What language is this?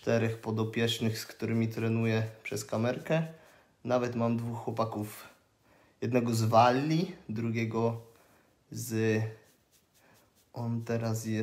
Polish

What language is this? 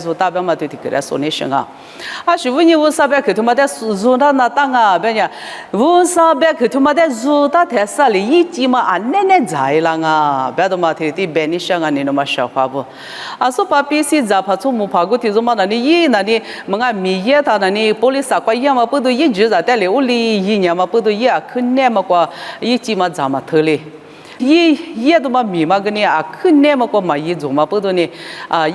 Lisu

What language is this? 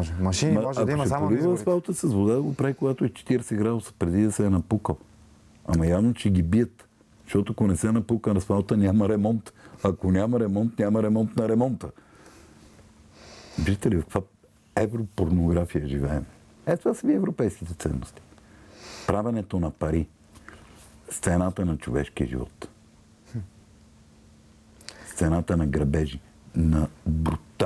Bulgarian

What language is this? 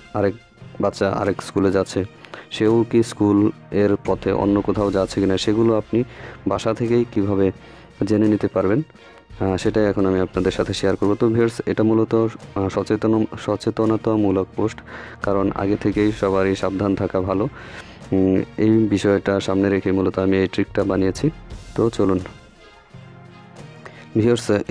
Bangla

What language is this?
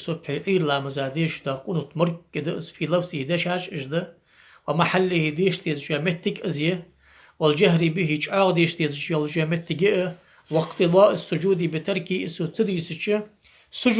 Ingush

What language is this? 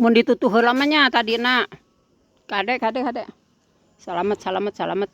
Sundanese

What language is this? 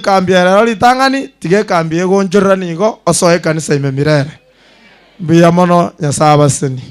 Gusii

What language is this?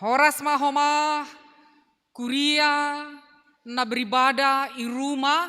Batak Simalungun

